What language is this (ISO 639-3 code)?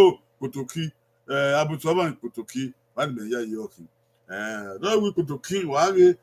bin